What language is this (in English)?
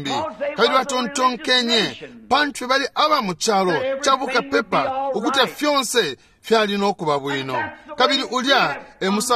Bemba